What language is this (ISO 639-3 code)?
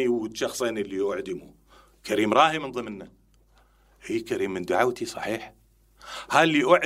acm